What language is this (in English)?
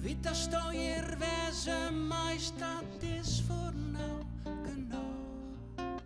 Western Frisian